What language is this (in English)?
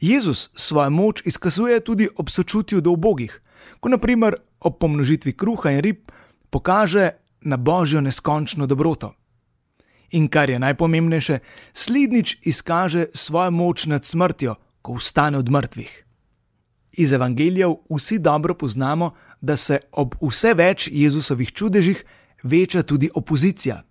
Slovenian